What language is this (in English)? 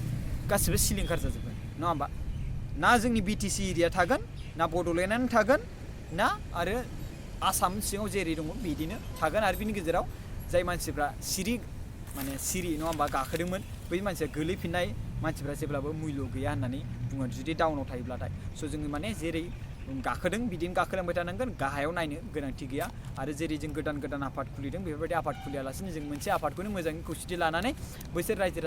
Bodo